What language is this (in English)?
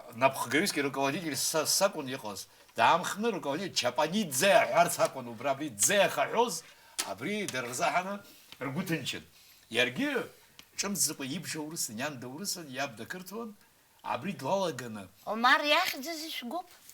Abkhazian